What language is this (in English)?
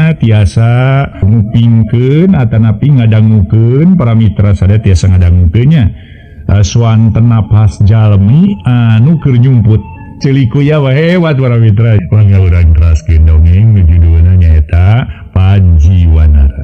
Sundanese